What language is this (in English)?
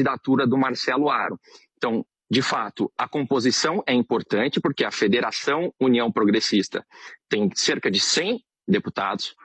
Portuguese